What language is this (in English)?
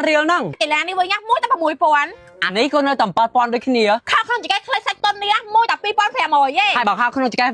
Khmer